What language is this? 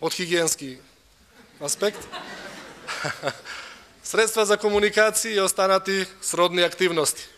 Macedonian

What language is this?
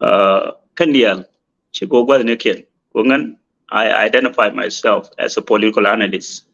Nuer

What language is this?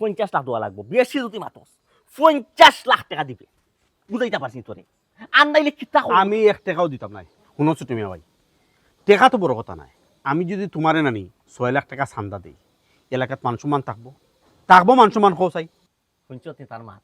Sylheti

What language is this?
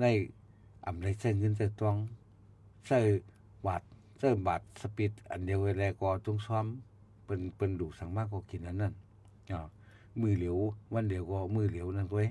Shan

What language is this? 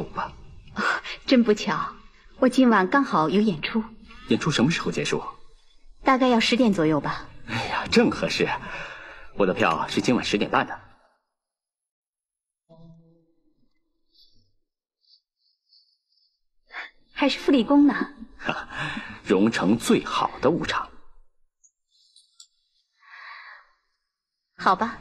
Chinese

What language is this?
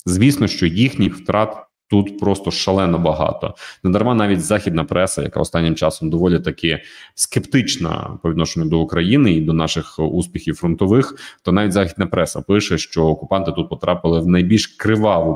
Ukrainian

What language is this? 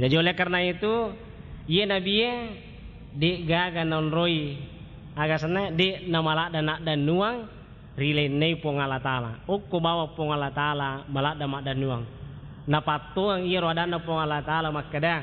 Buginese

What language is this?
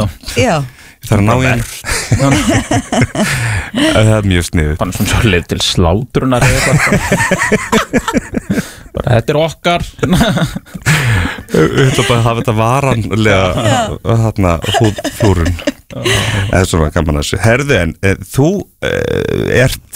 Icelandic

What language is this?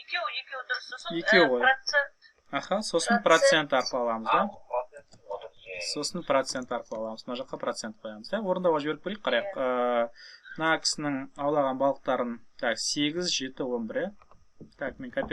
Kazakh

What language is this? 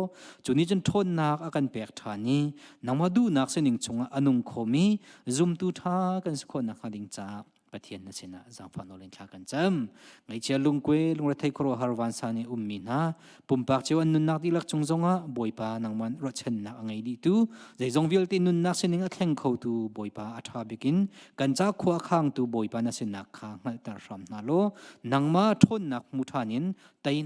Hakha Chin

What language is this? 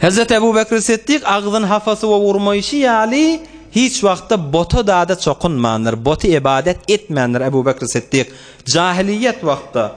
Turkmen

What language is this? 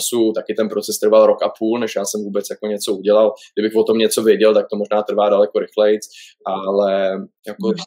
Czech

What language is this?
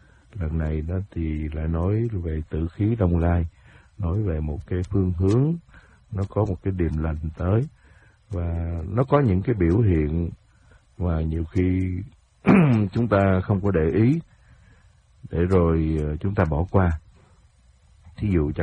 Vietnamese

